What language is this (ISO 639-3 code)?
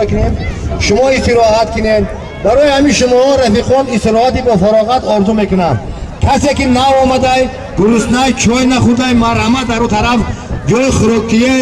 tgk